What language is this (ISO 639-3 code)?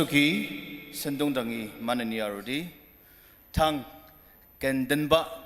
njo